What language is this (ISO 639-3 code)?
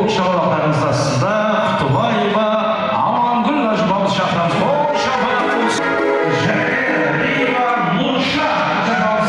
kaa